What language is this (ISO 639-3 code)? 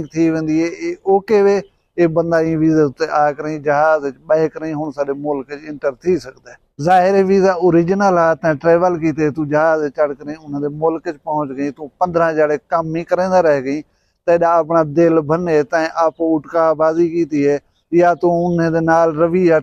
skr